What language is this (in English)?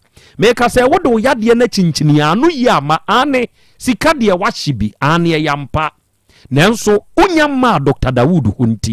Akan